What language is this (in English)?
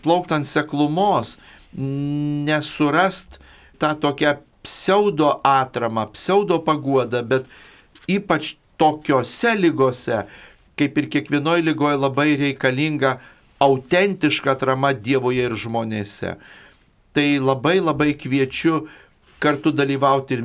Lithuanian